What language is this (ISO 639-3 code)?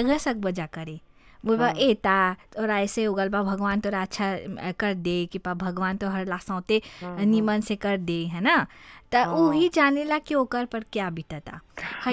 bho